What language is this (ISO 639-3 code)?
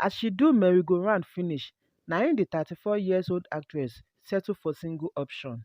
pcm